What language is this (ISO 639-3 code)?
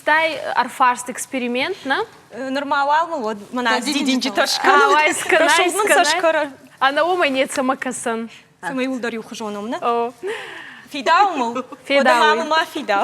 oss